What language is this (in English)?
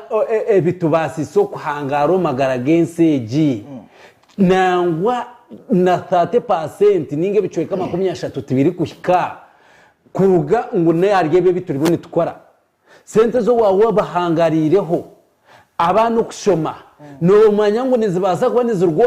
Nyankole